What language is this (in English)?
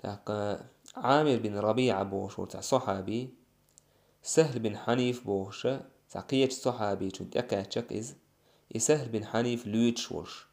Chechen